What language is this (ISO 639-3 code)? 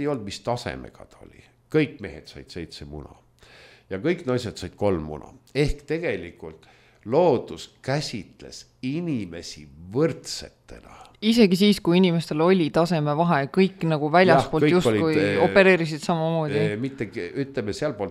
est